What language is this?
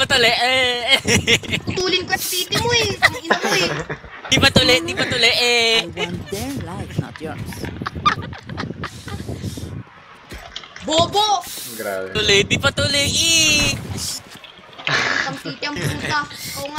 Filipino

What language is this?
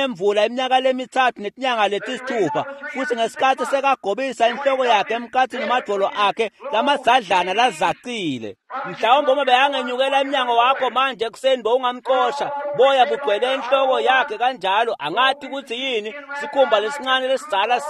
Swati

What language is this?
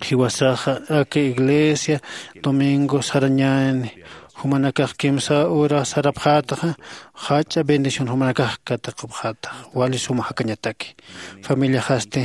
Aymara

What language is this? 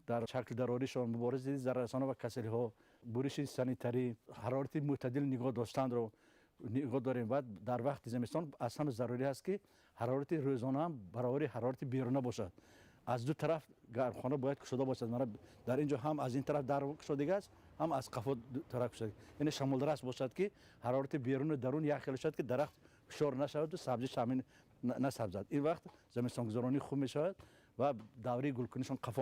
Tajik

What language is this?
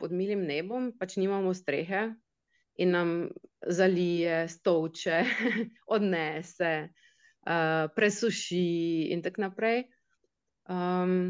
Slovenian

